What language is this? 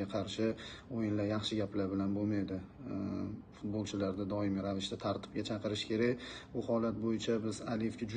Uzbek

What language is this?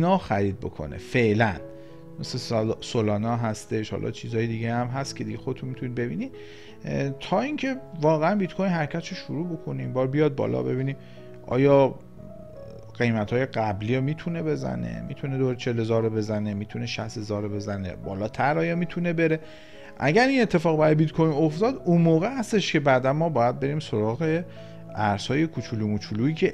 Persian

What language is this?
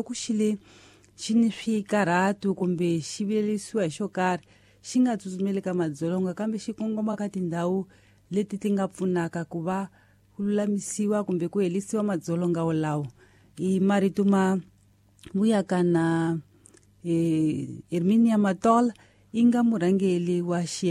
Tsonga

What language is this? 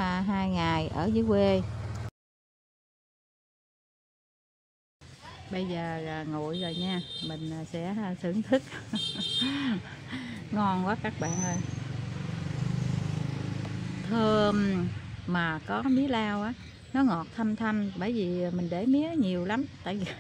Vietnamese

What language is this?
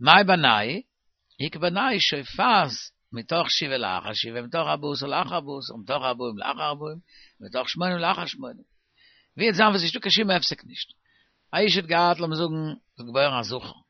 Yiddish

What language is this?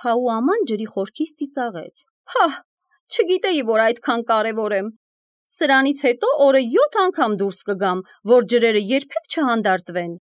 Armenian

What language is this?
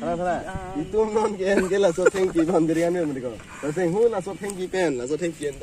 Karbi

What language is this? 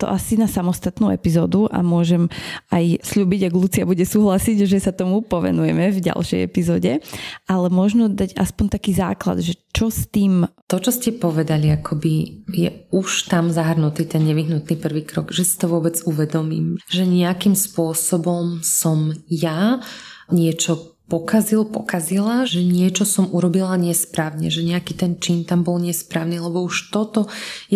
Slovak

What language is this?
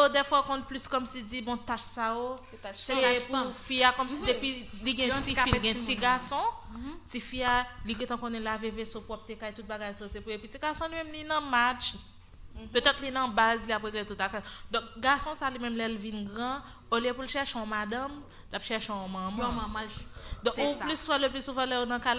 Haitian Creole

